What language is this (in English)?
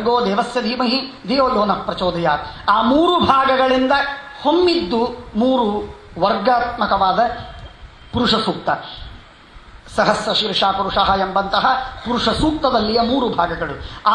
Kannada